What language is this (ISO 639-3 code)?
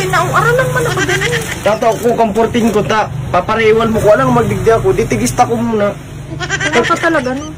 bik